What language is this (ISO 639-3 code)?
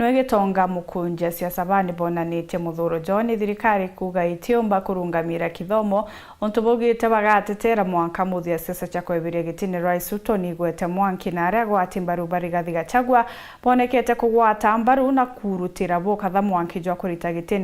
mer